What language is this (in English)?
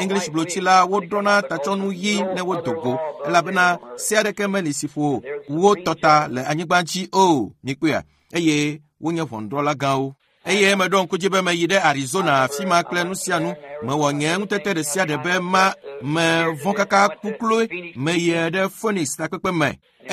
Ewe